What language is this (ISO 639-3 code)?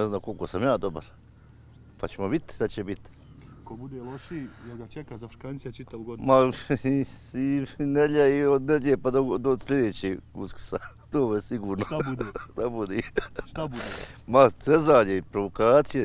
bos